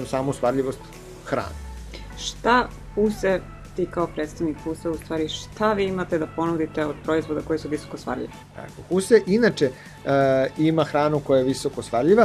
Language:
Serbian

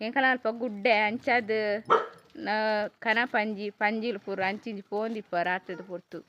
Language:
Tulu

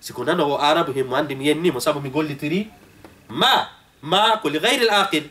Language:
Fula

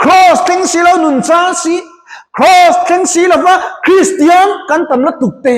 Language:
Mizo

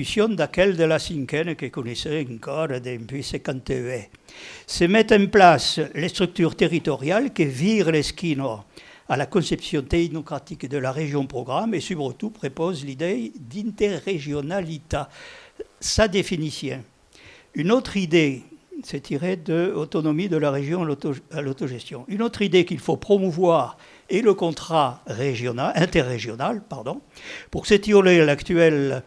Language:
Occitan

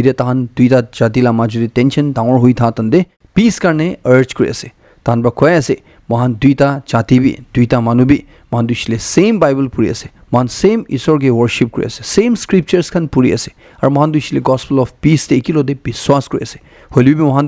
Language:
Naga Pidgin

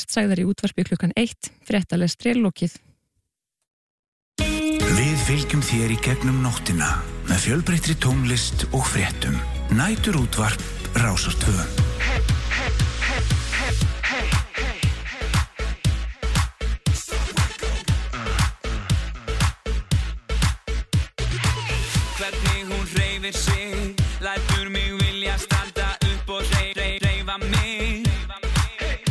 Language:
Icelandic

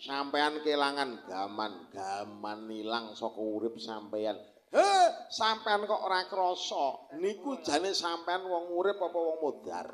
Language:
Javanese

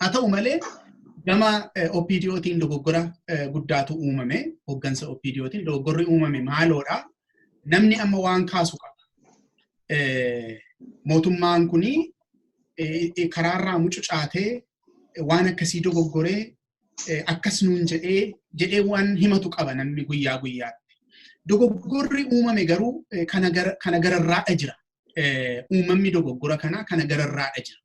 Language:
Oromo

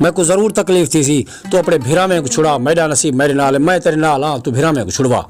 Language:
Saraiki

